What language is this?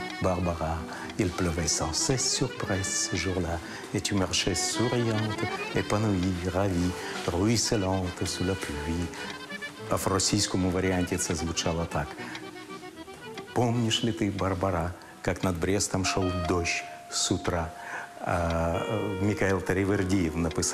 Ukrainian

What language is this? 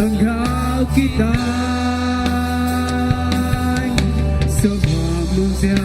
Iban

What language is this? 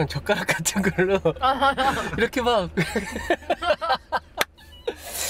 Korean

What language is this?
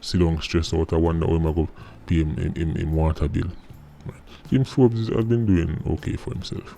Jamaican Creole English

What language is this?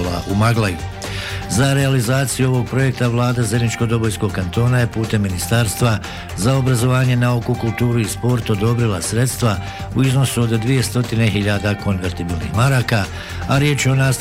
Bosnian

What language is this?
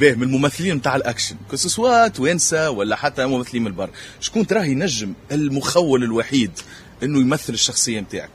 Tunisian Arabic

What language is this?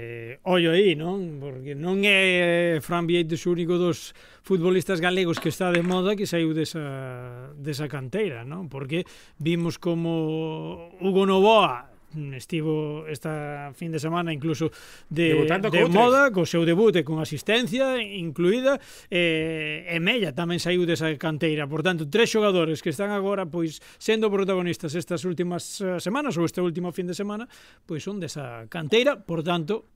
Galician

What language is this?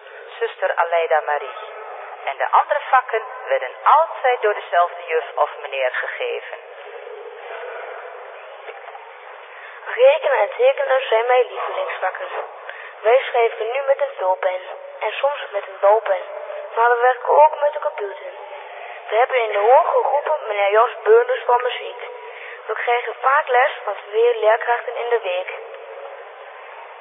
Dutch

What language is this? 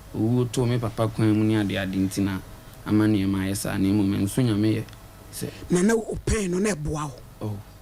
Akan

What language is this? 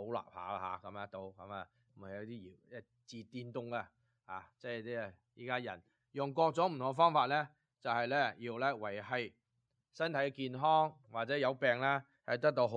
Cantonese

